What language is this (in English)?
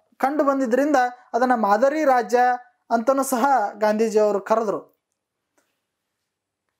Kannada